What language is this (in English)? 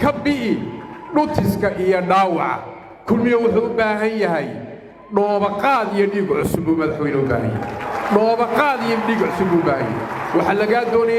Somali